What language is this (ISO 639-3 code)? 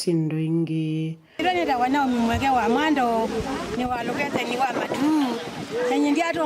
kam